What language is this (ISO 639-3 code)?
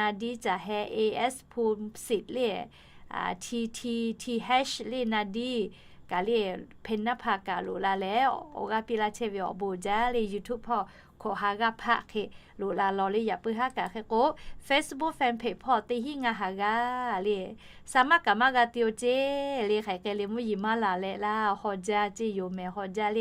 lhu